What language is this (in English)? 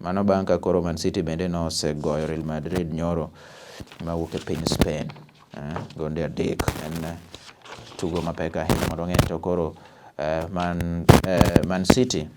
Luo (Kenya and Tanzania)